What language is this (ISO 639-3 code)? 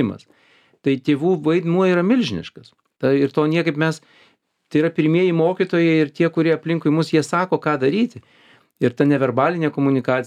lit